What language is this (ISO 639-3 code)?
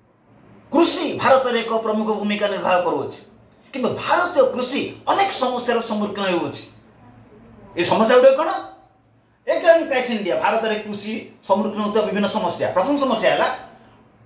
ori